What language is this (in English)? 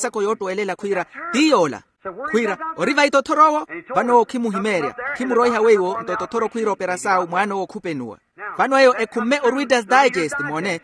Makhuwa